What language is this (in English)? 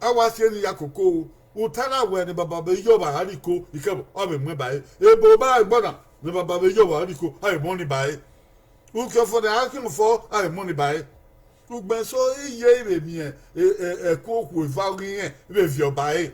Bini